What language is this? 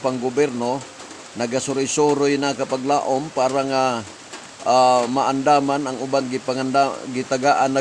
Cebuano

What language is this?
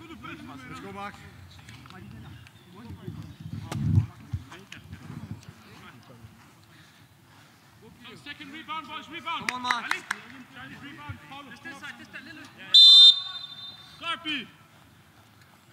Danish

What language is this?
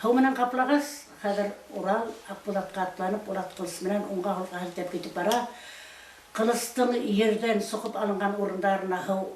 Bashkir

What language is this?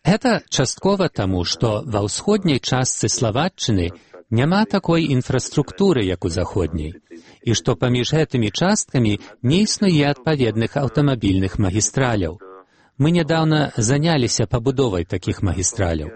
Belarusian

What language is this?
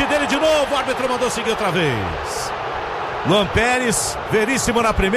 Portuguese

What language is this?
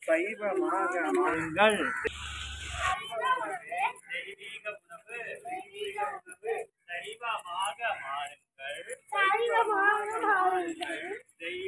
Tamil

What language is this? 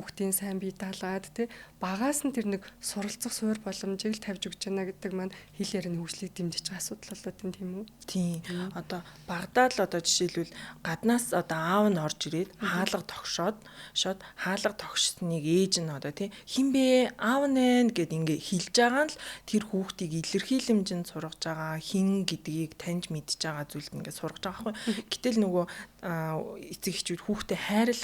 Mongolian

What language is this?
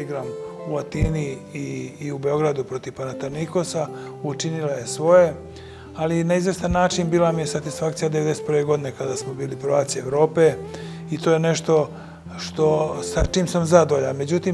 Serbian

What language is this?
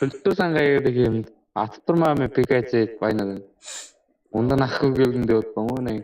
Kara-Kalpak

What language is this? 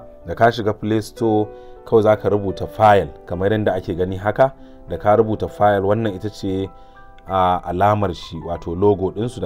Hausa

